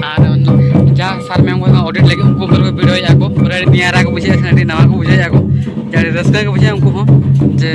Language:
Santali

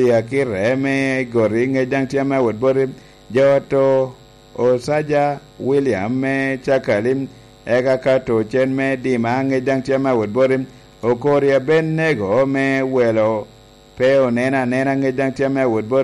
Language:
Lango (Uganda)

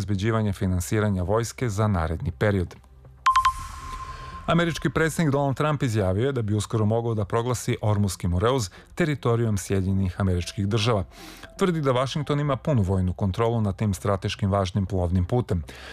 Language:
Serbian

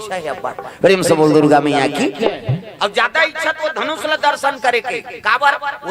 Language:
Chhattisgarhi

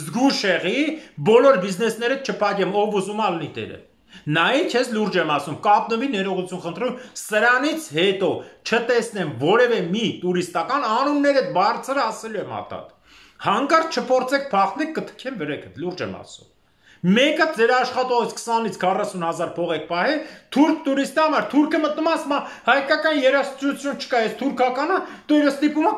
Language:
Armenian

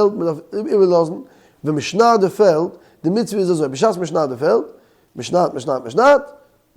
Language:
Yiddish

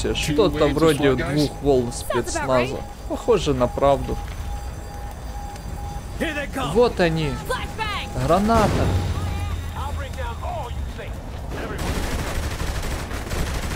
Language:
Russian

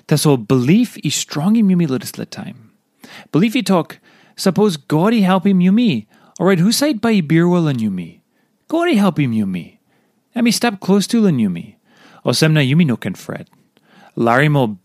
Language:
Tok Pisin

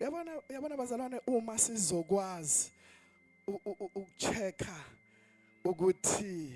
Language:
Zulu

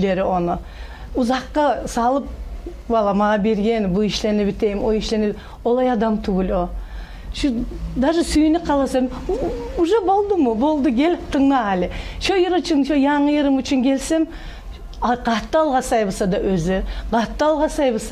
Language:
Kumyk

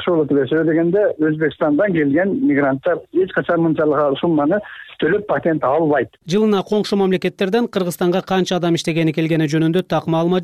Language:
Kyrgyz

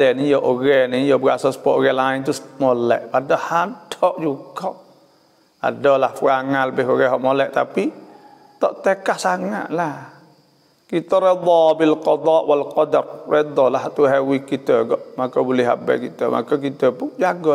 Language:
Malay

